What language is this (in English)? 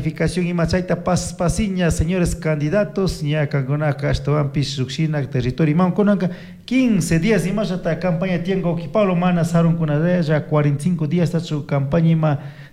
Chimborazo Highland Quichua